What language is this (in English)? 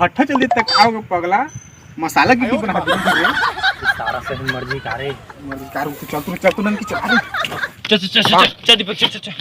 Chhattisgarhi